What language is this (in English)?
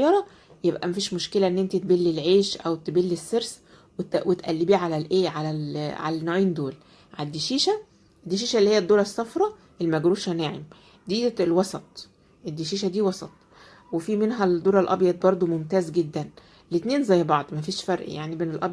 Egyptian Arabic